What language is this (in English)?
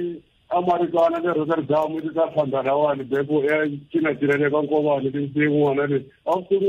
Tsonga